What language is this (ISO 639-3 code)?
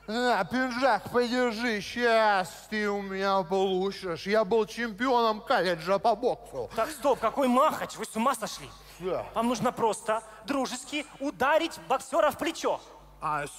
rus